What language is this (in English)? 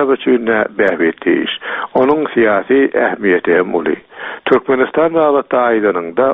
Turkmen